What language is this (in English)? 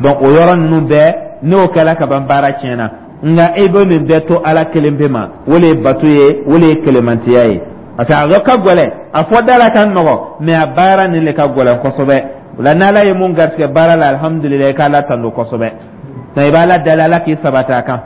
Dyula